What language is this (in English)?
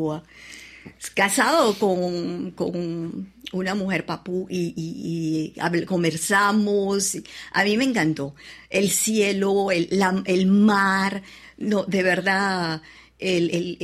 Spanish